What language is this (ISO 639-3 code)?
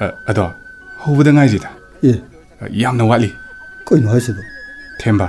mni